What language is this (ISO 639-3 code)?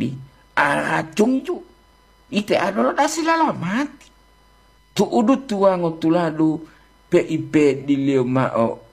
gor